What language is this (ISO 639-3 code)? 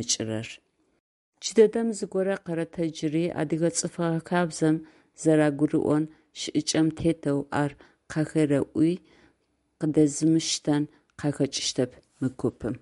ady